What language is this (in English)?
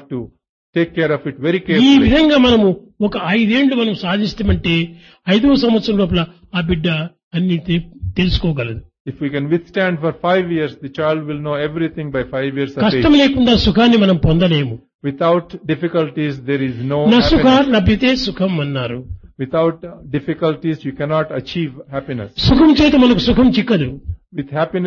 Telugu